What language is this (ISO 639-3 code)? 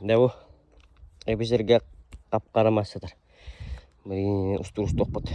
sah